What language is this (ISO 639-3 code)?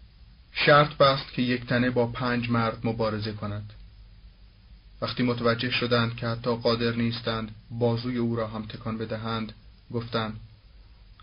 fas